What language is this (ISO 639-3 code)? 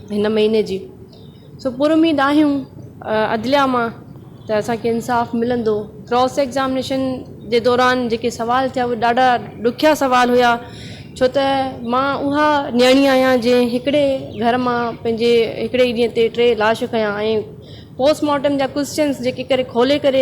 snd